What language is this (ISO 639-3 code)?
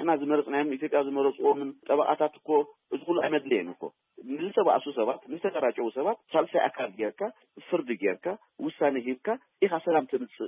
tir